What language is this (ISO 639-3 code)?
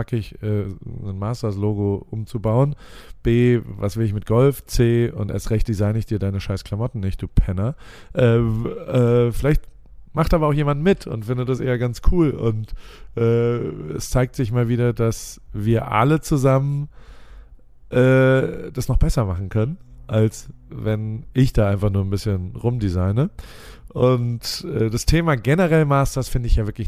deu